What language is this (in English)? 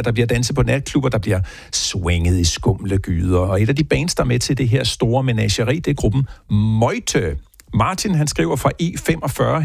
Danish